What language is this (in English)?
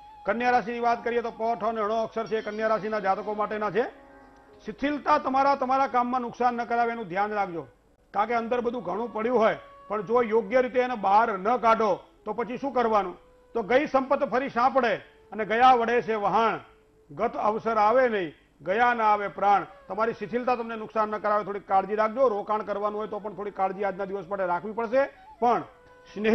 Gujarati